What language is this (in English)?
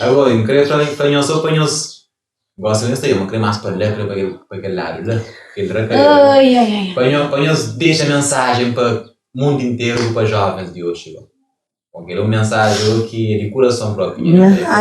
Kabuverdianu